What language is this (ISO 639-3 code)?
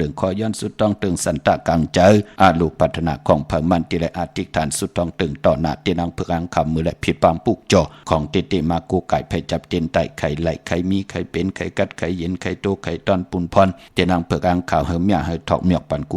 shn